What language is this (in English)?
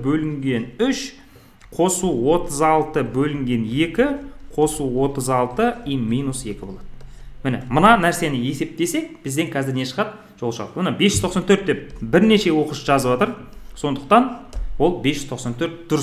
Kazakh